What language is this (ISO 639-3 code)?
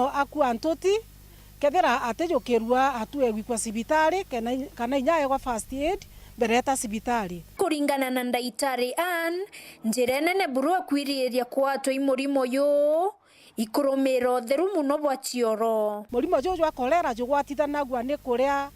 mer